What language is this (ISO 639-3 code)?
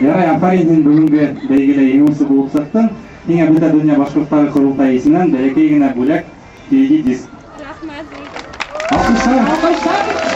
bak